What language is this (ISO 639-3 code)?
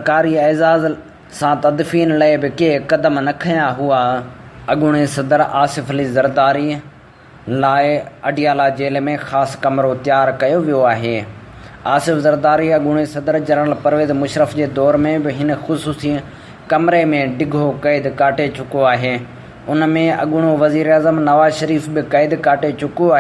snd